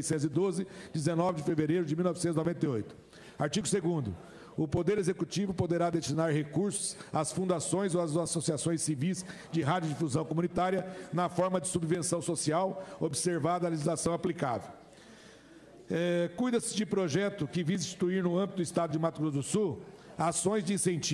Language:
Portuguese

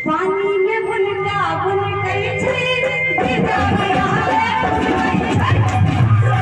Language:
Maithili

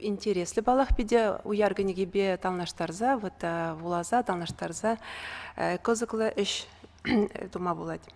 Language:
Chuvash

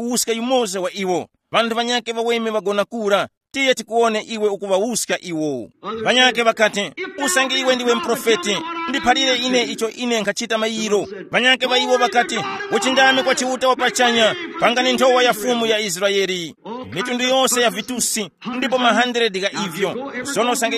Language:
Tumbuka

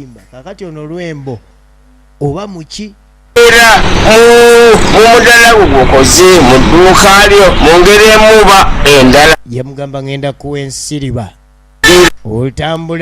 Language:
Ganda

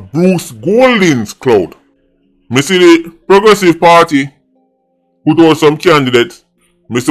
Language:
Jamaican Creole English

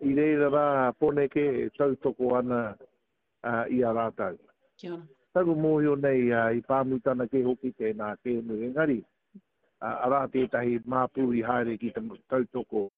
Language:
Māori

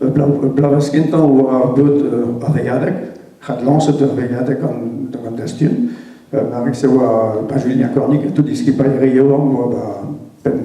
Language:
Breton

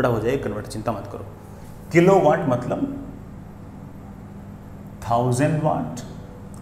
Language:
Hindi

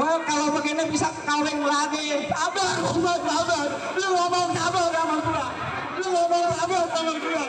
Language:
Betawi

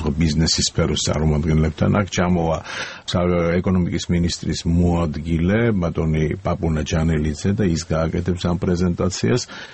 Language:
Georgian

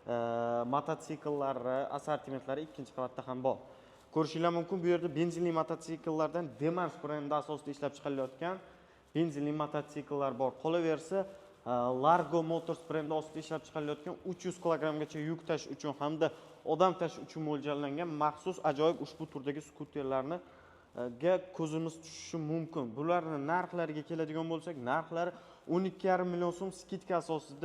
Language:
Uzbek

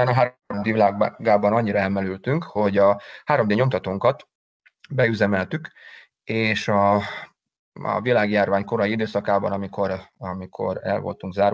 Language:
Hungarian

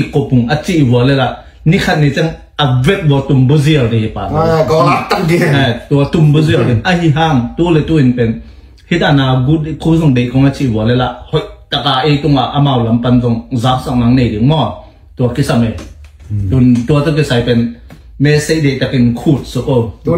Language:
Tedim Chin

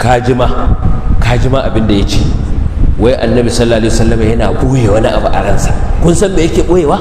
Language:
Hausa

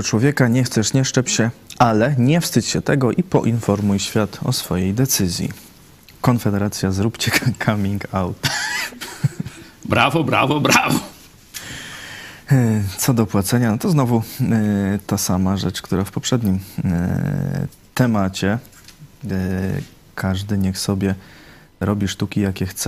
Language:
Polish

